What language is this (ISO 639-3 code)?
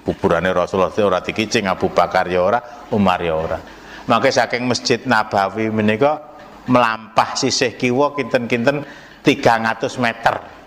jav